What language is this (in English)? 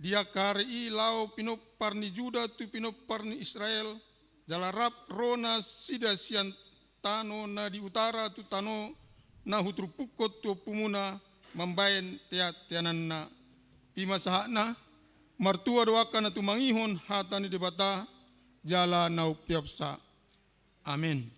Batak Toba